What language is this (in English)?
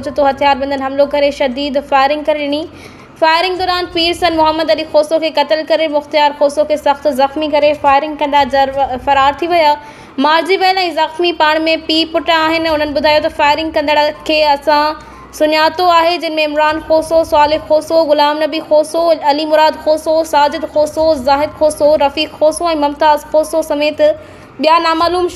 Sindhi